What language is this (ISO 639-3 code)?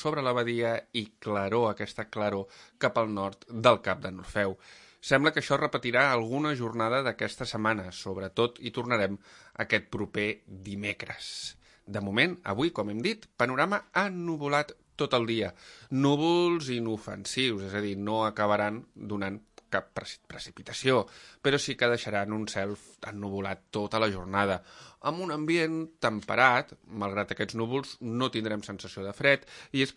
cat